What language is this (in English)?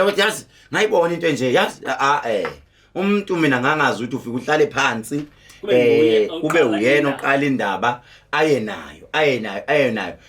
Zulu